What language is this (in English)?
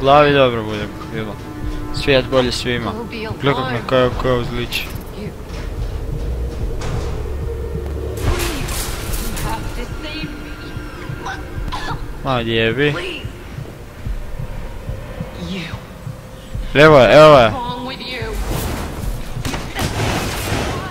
Croatian